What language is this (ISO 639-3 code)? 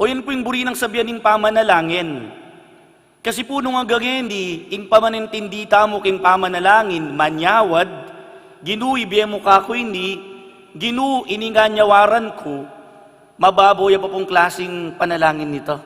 pam